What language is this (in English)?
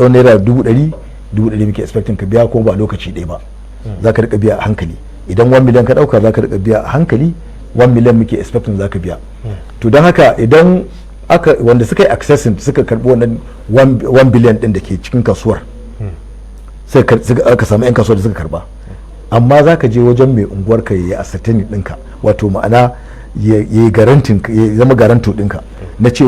Hausa